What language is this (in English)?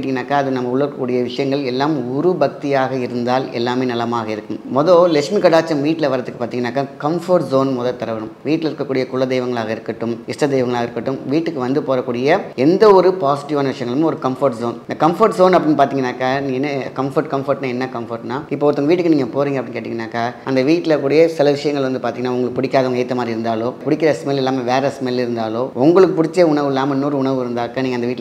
Tamil